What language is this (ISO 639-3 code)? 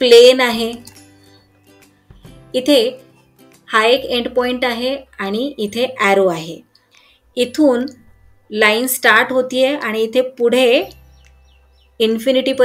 mar